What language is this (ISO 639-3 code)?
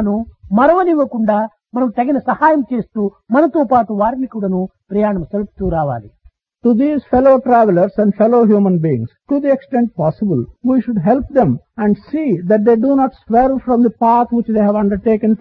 tel